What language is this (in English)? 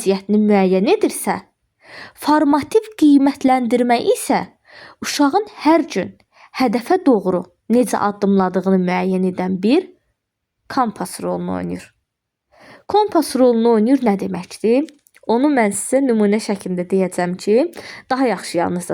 Azerbaijani